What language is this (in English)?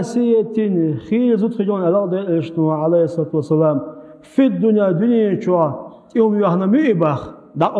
Chechen